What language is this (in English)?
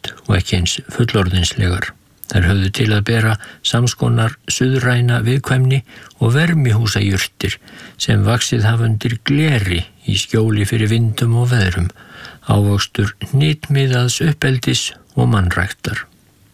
Icelandic